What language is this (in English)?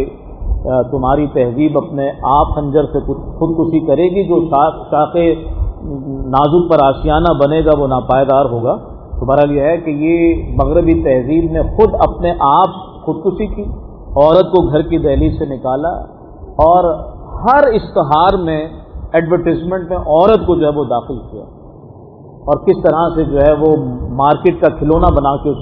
Urdu